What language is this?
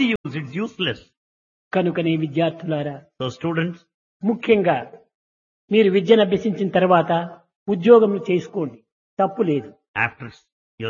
Telugu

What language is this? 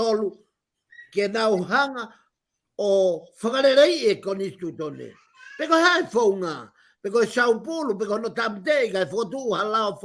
Tongan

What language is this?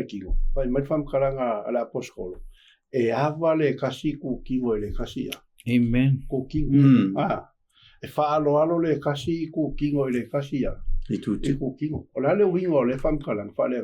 Samoan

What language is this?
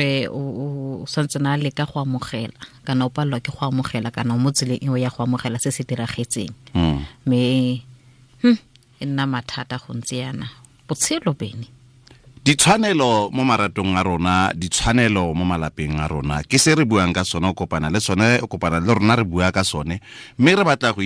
Tswana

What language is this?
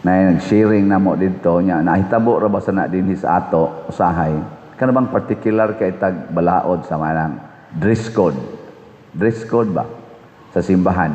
Cebuano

